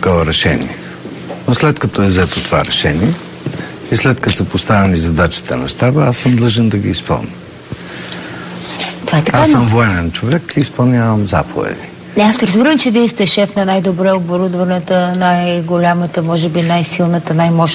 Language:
Bulgarian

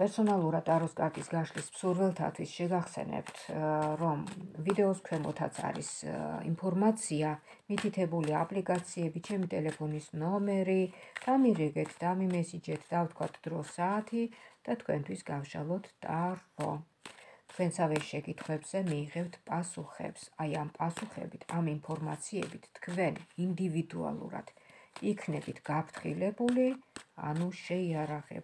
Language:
Georgian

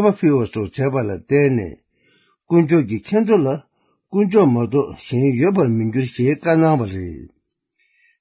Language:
Tibetan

